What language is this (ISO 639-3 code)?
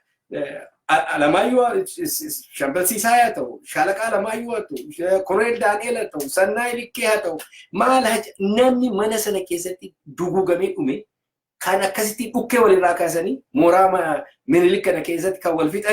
orm